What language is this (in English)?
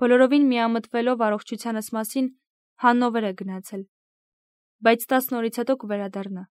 Armenian